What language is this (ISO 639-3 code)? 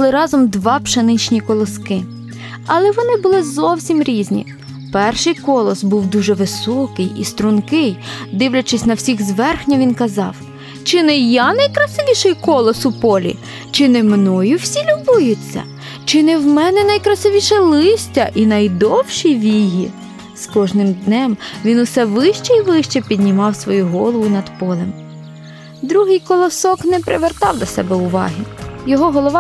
ukr